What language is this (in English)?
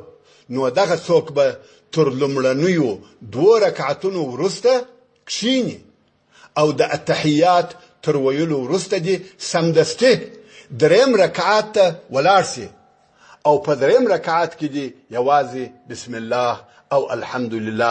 Pashto